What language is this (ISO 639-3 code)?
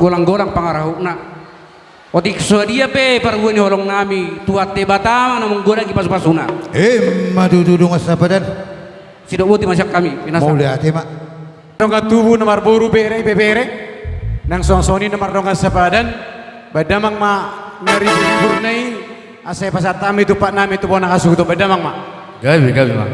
bbc